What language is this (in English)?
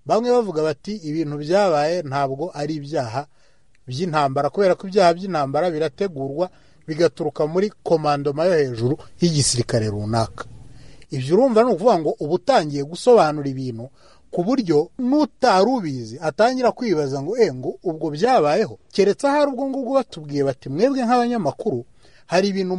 Kinyarwanda